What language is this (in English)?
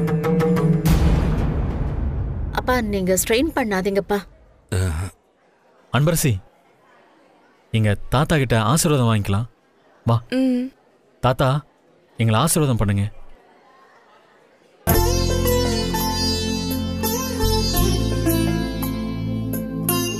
Tamil